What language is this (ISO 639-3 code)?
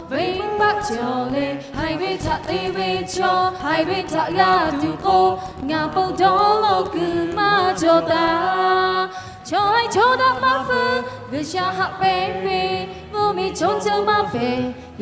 lhu